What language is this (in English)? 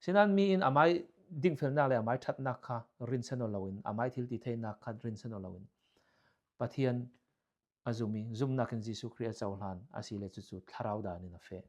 Falam Chin